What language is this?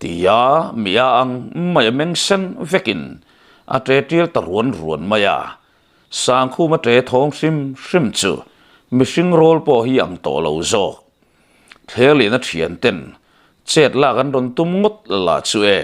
Mizo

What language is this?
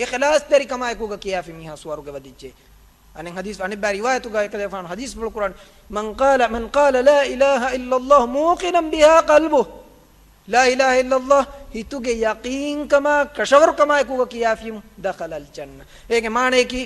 Divehi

